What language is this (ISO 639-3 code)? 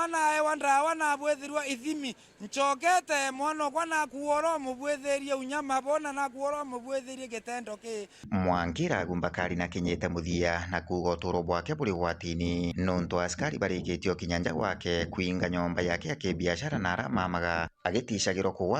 mer